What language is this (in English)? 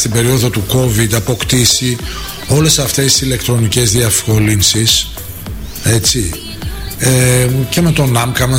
Greek